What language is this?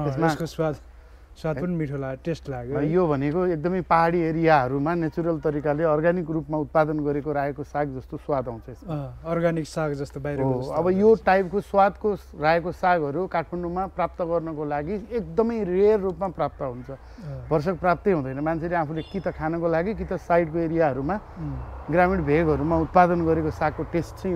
Nepali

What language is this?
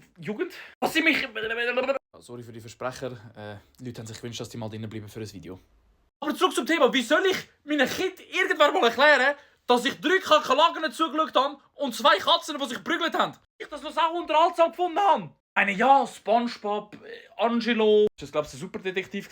Swiss German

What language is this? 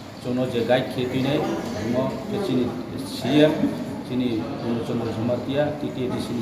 Riang (India)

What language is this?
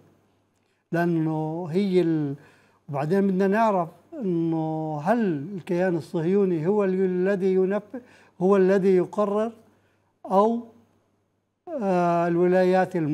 Arabic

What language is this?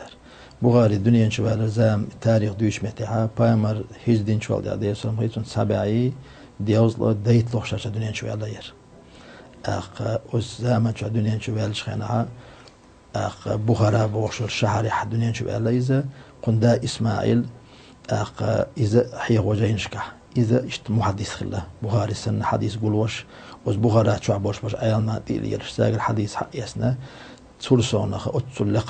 Chechen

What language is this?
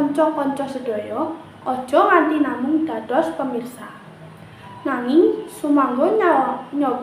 Javanese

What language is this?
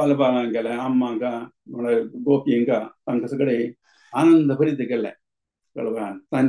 Konkani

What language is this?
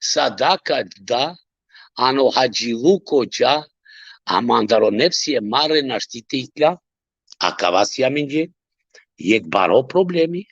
Balkan Romani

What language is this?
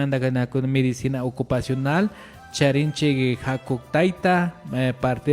Imbabura Highland Quichua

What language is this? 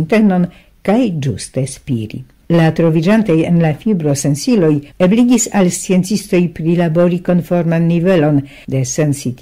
Esperanto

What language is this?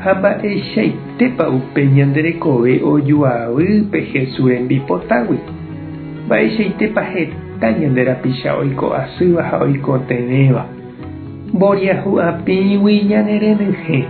Guarani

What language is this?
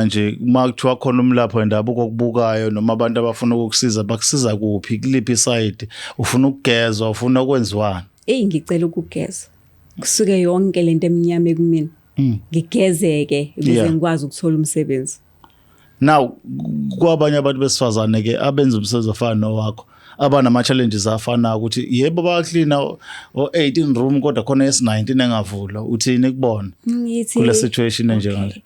Zulu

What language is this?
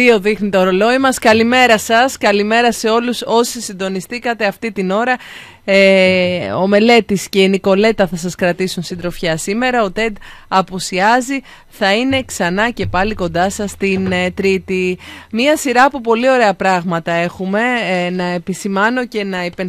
Greek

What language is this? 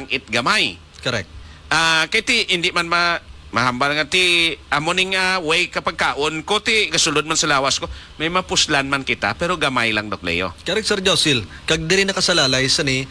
Hiligaynon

